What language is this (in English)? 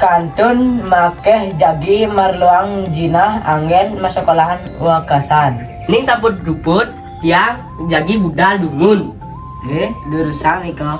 Balinese